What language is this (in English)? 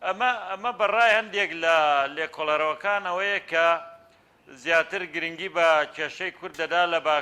Central Kurdish